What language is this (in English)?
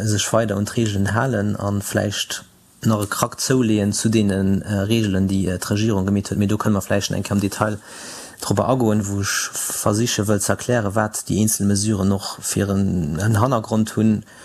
Luxembourgish